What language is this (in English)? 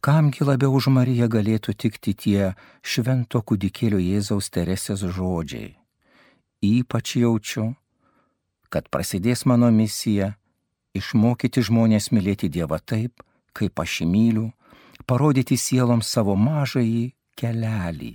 Lithuanian